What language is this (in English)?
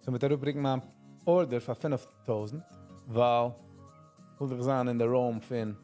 Yiddish